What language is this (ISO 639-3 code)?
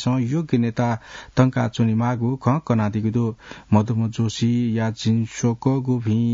new